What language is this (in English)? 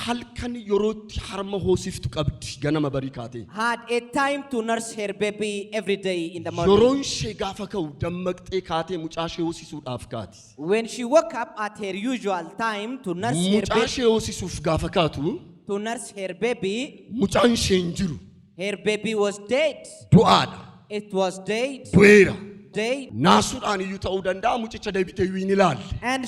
Oromo